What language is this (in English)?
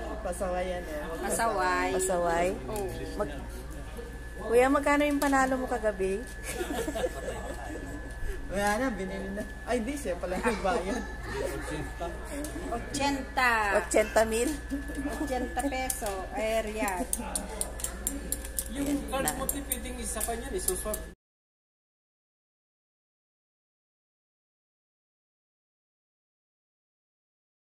Filipino